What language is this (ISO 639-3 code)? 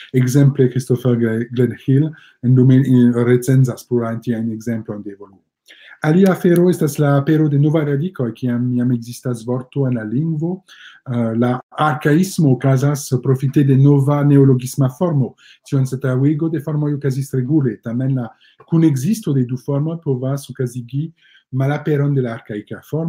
epo